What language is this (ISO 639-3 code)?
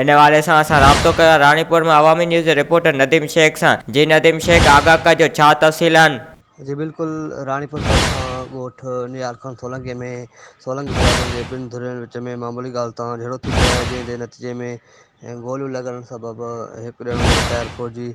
snd